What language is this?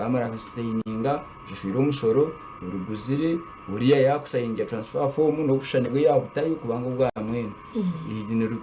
Nyankole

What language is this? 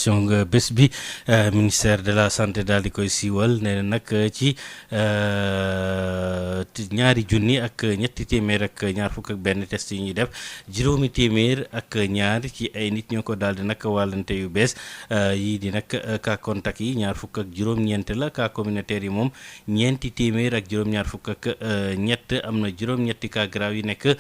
Wolof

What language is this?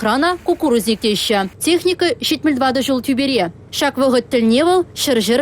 Chuvash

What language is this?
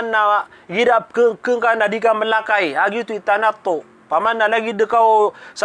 Maranao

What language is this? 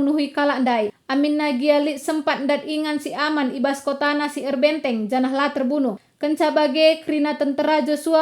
Batak Karo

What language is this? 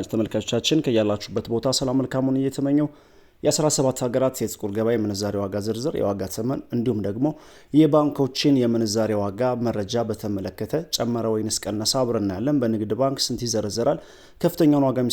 Amharic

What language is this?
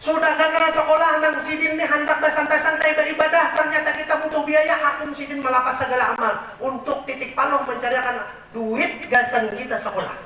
Banjar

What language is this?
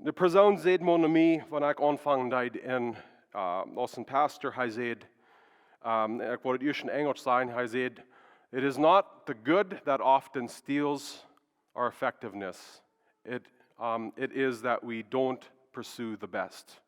Plautdietsch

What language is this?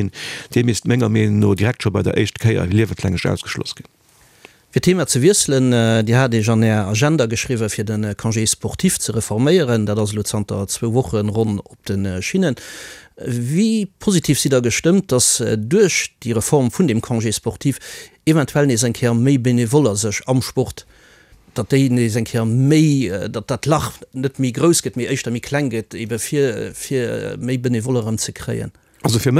Luxembourgish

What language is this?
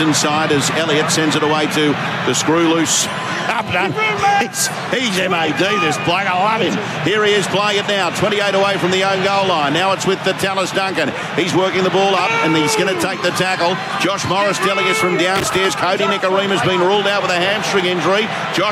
English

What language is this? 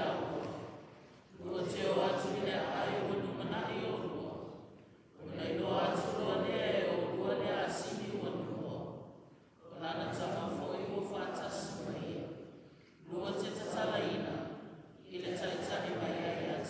Samoan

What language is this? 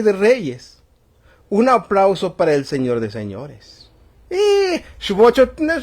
Tzotzil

